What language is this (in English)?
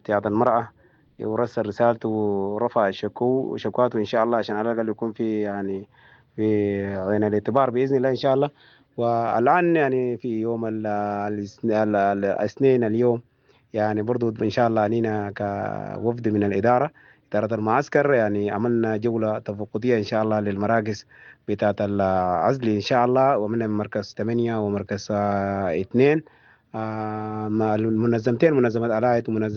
Sudanese Arabic